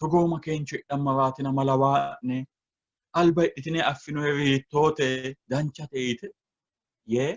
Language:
Sidamo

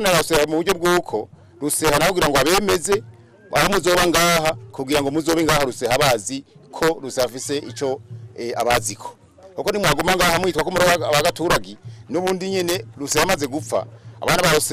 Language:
Rundi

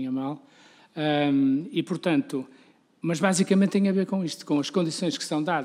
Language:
Portuguese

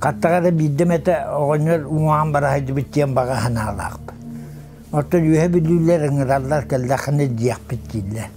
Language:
Yakut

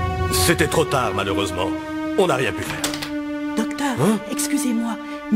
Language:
French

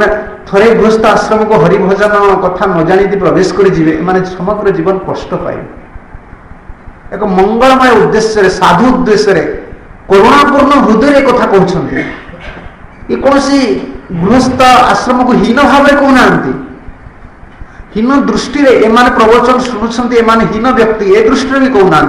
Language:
Odia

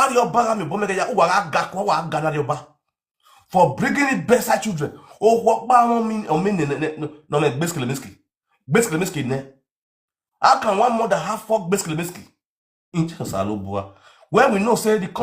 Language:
Nigerian Pidgin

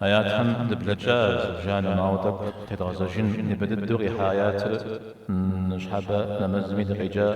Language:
Kabardian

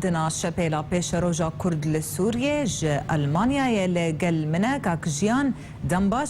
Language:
Kurdish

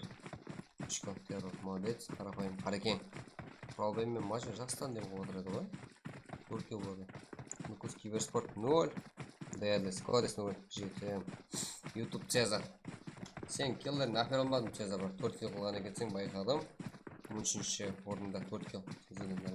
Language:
Kara-Kalpak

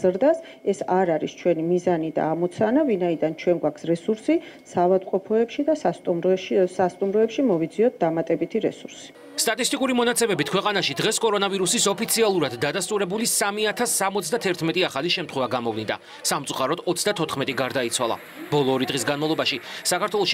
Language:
Georgian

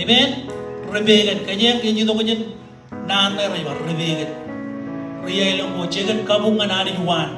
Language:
Marshallese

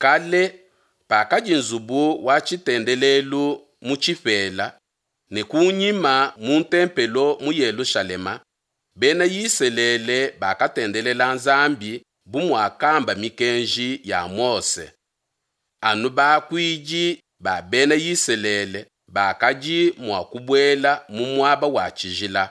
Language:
Luba-Lulua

